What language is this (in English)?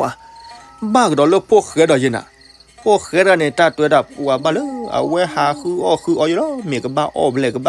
S'gaw Karen